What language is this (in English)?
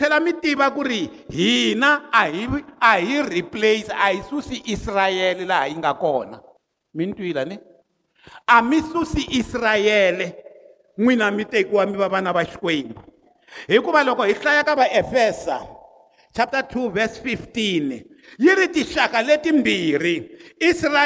Tsonga